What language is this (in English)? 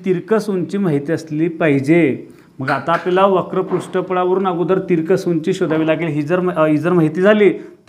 Marathi